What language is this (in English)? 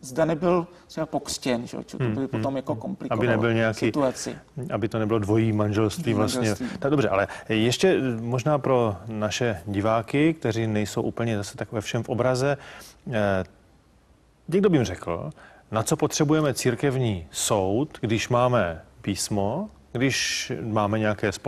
Czech